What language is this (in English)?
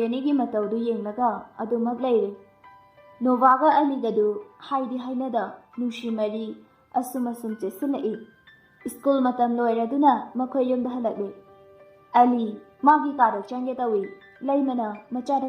Manipuri